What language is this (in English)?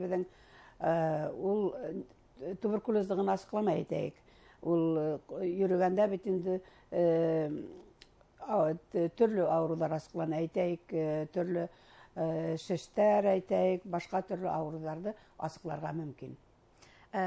Bashkir